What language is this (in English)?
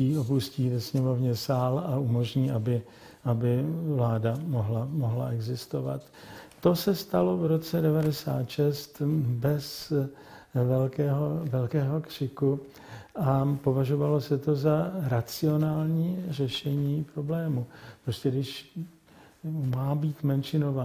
Czech